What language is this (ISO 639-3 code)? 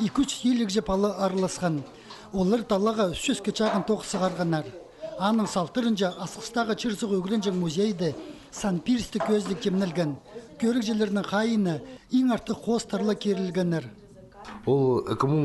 kjh